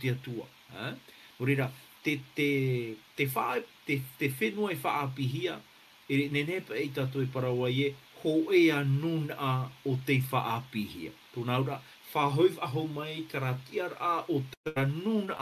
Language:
Tahitian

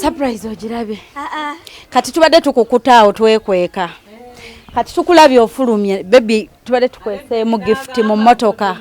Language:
Ganda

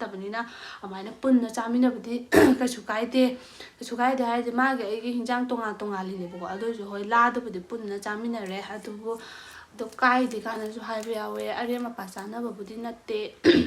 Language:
Manipuri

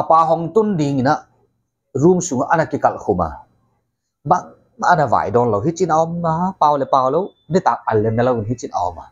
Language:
Paite Chin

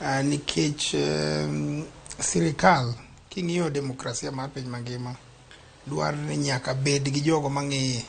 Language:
Luo (Kenya and Tanzania)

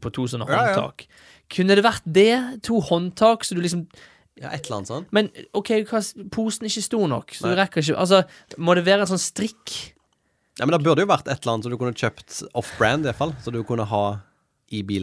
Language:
Norwegian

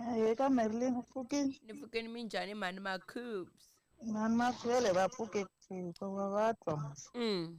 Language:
Tsonga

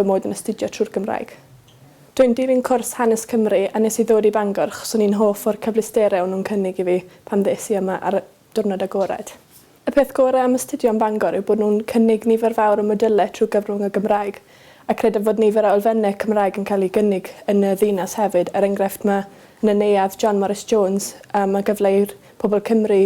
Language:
Welsh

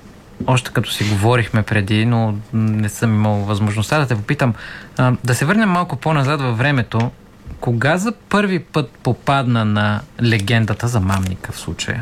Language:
Bulgarian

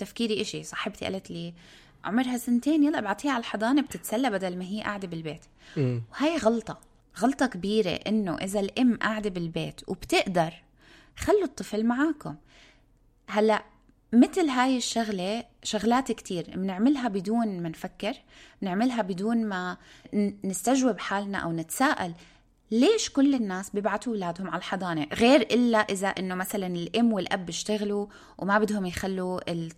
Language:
North Levantine Arabic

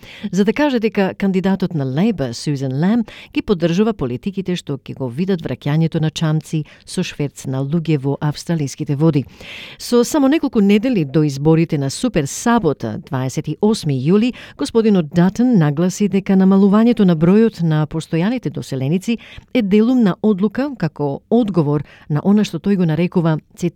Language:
Macedonian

